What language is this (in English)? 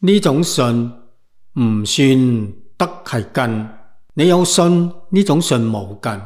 Cantonese